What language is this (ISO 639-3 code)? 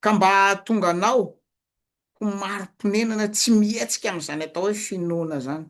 mlg